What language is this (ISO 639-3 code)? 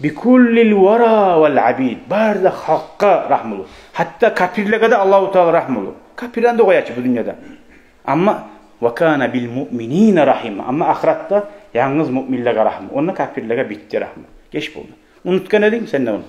kum